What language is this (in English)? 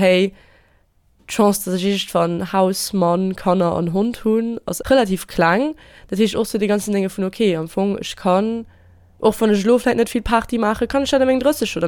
Luxembourgish